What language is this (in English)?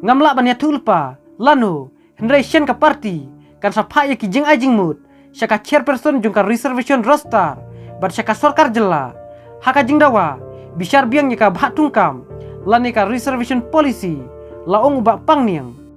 Khasi